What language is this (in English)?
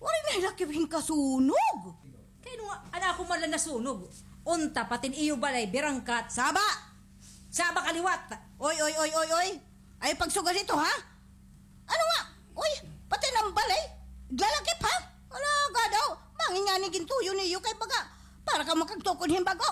Waray